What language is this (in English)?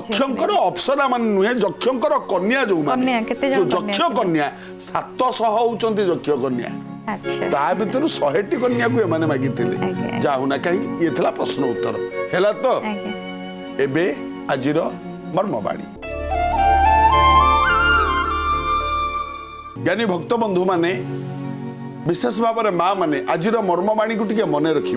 Odia